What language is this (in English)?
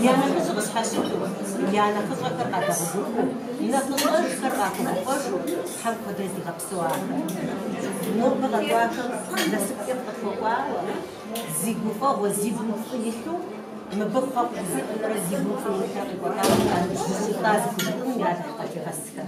Kabardian